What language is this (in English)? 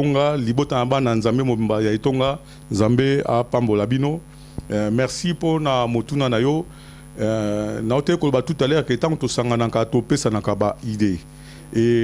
Lingala